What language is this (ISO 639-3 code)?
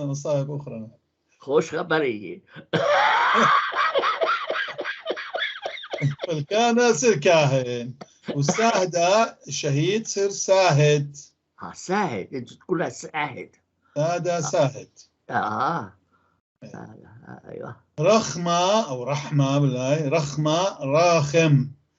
apc